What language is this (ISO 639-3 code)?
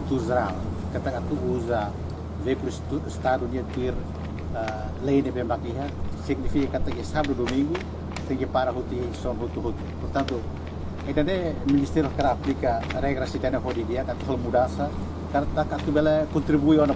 tet